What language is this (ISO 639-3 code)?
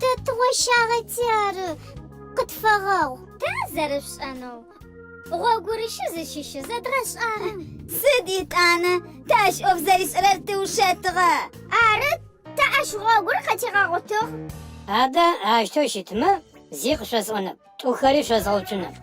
ady